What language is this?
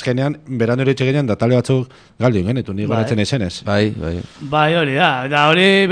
Basque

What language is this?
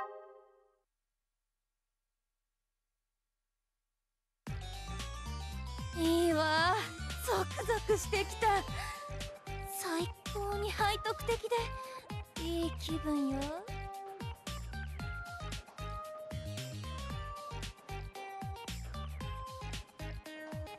Japanese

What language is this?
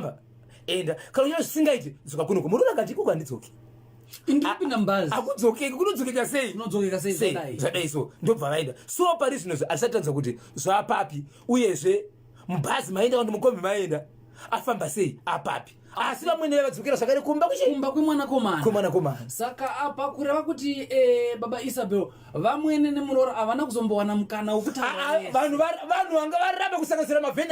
Shona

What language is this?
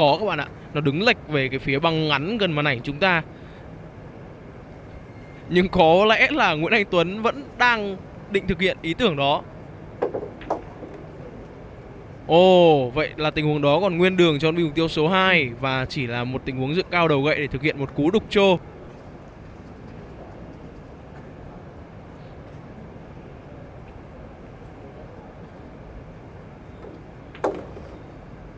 Vietnamese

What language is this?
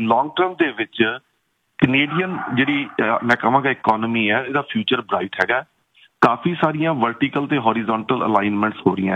Punjabi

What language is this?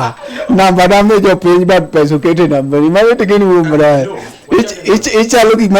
Luo (Kenya and Tanzania)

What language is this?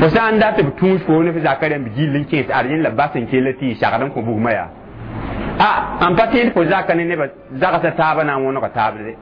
Mossi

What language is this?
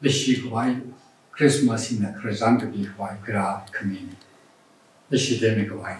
Tangkhul Naga (India)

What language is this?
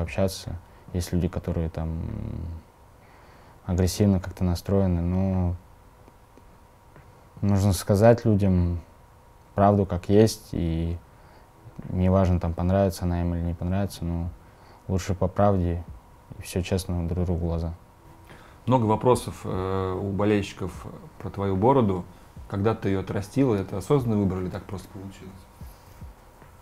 Russian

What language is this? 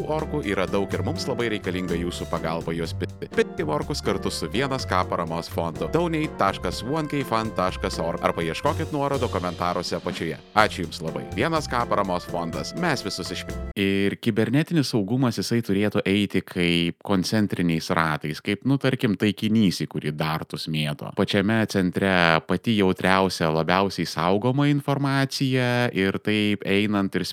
Lithuanian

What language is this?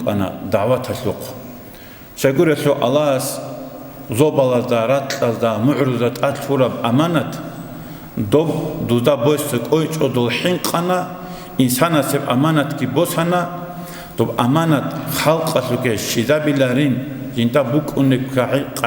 Avaric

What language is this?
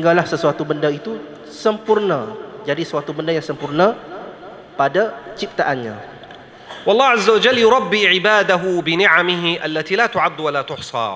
Malay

